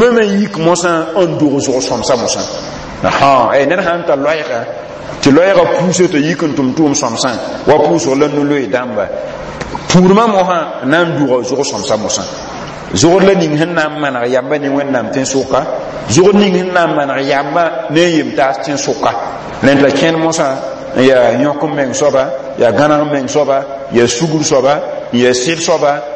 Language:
Mossi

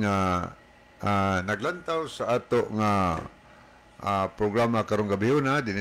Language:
Cebuano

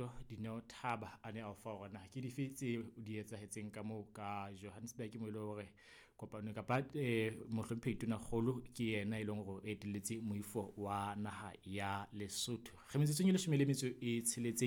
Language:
Southern Sotho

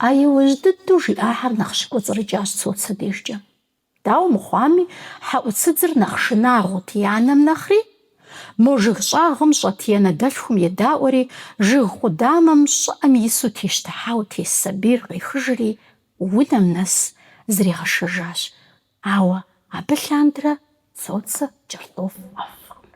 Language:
Kabardian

